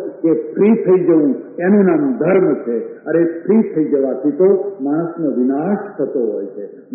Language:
Gujarati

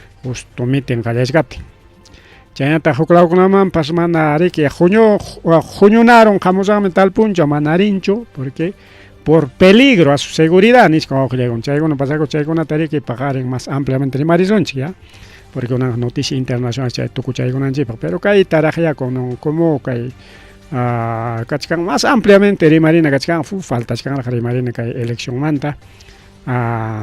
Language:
Ayacucho Quechua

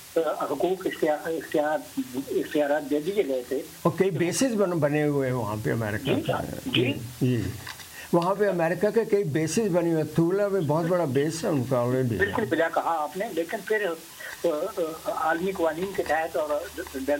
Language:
Urdu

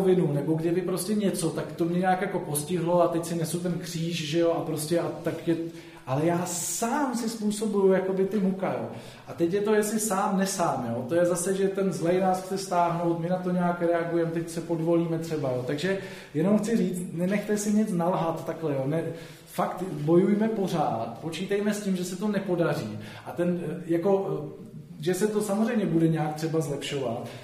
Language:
Czech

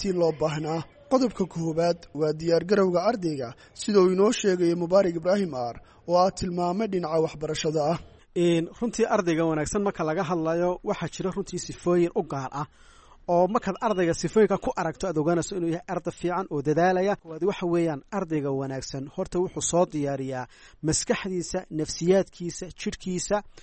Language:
Somali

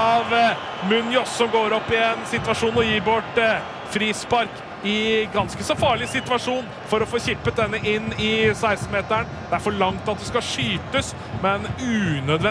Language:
Norwegian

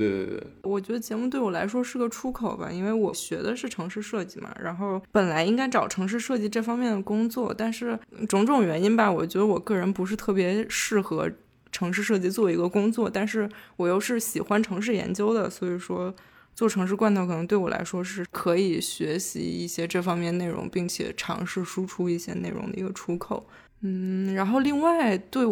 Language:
Chinese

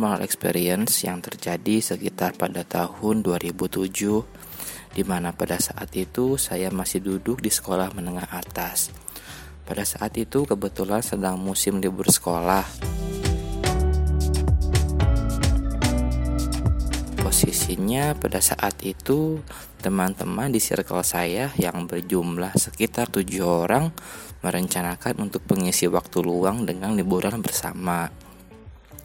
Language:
Indonesian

